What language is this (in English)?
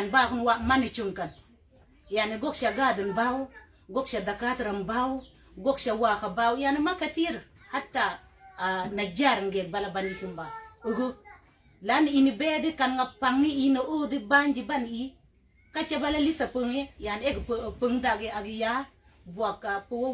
Mabaan